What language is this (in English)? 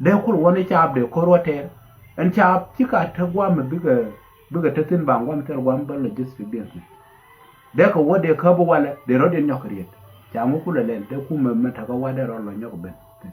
Nuer